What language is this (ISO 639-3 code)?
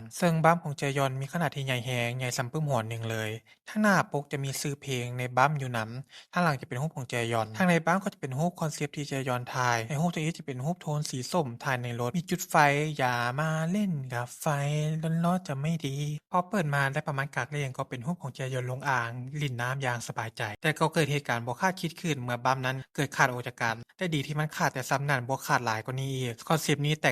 lao